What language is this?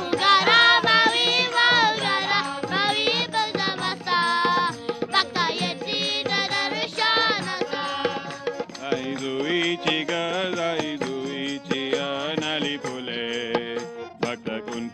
Marathi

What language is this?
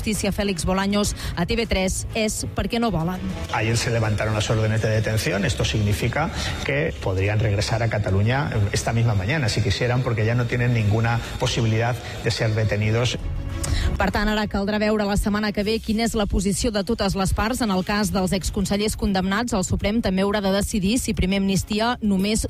Catalan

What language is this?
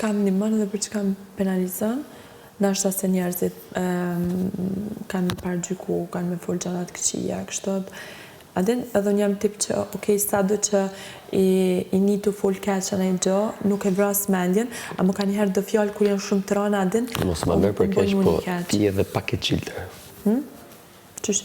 Albanian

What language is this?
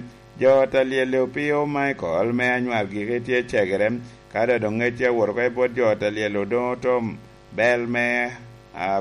Lango (Uganda)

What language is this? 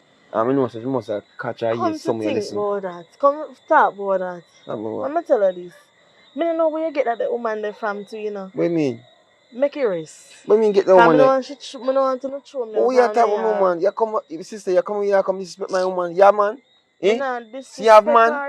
Jamaican Creole English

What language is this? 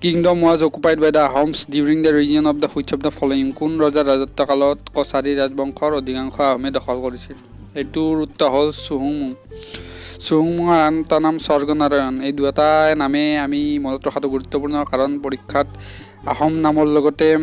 Assamese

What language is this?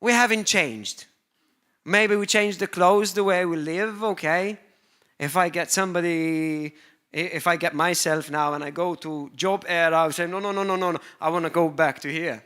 English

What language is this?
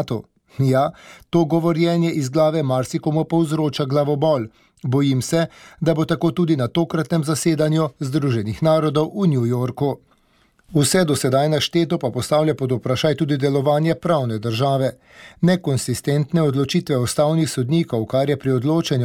Slovenian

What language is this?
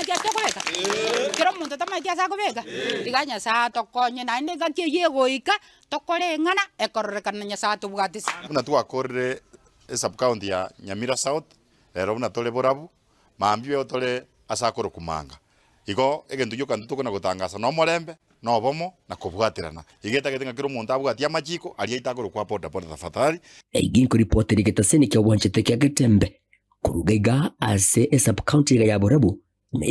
Gusii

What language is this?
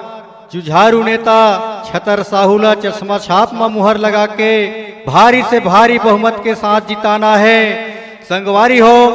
Chhattisgarhi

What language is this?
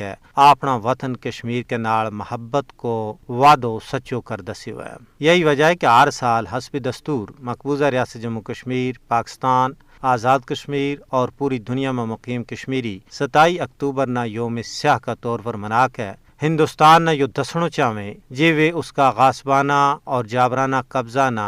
Gujari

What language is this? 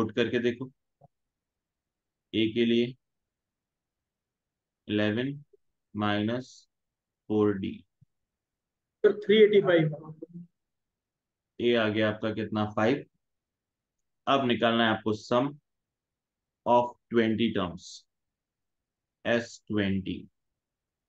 Hindi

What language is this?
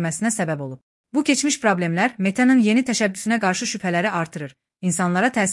Azerbaijani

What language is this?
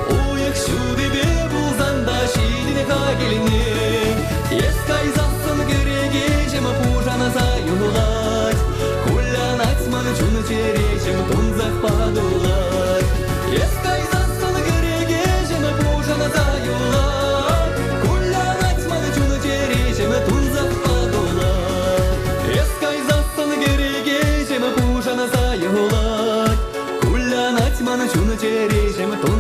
Chuvash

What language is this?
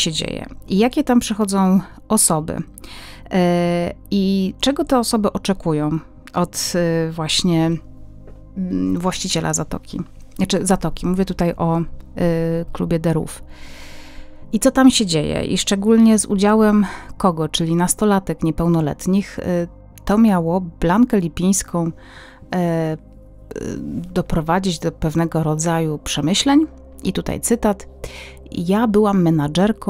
Polish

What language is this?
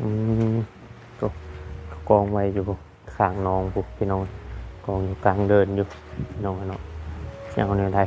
Northeastern Thai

